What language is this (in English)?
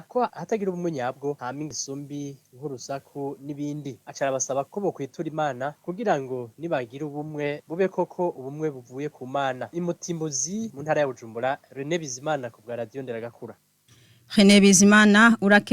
Rundi